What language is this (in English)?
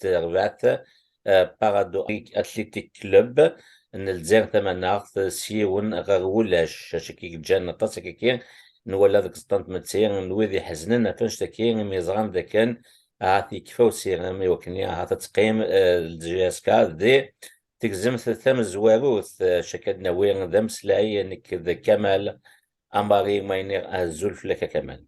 Kabyle